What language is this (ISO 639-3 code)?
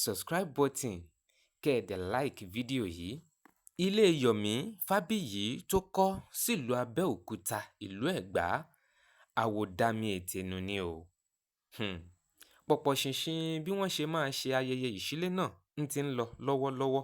yor